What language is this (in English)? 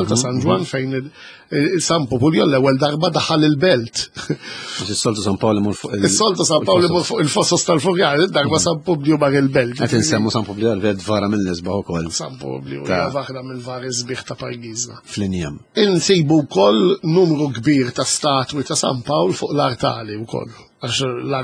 Maltese